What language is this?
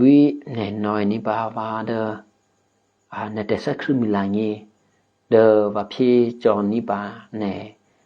Eastern Kayah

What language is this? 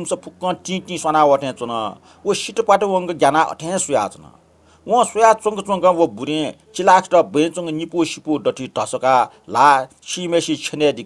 Newari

